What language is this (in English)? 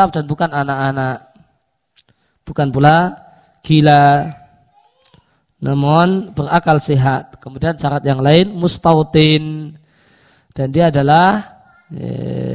Indonesian